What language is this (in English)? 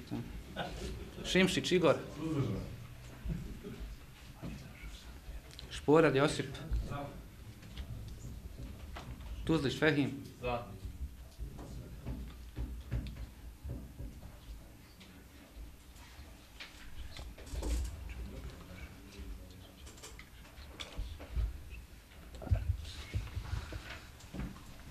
Bosnian